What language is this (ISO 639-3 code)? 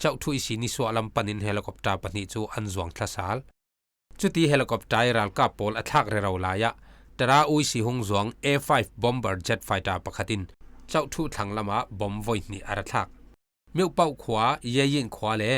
cfm